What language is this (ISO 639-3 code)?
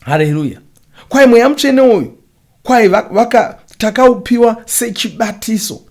sna